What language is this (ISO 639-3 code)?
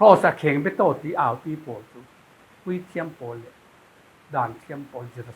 cfm